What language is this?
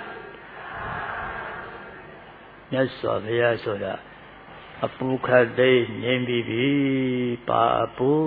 Burmese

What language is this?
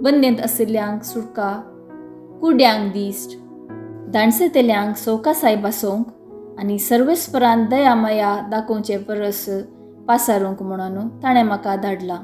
Konkani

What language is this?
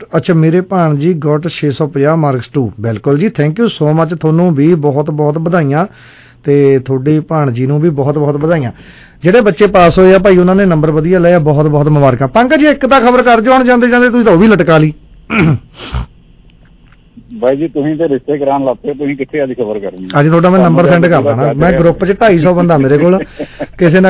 Punjabi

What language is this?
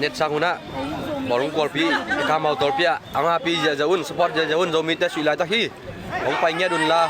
Tedim Chin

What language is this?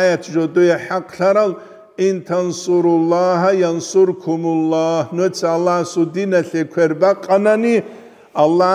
Avaric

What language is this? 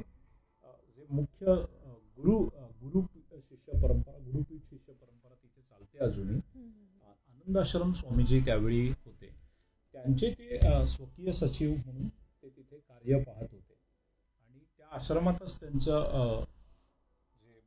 Marathi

